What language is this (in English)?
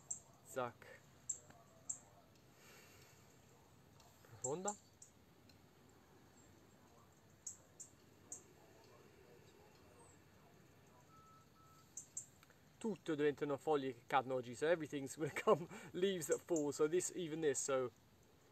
Italian